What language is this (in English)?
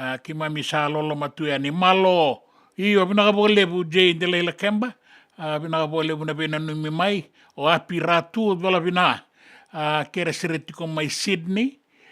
Fijian